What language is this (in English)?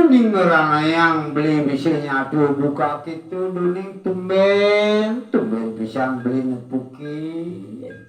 Balinese